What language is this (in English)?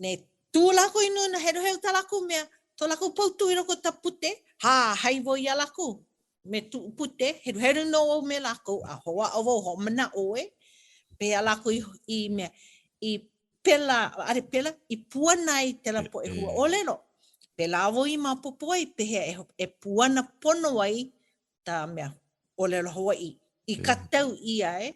Hawaiian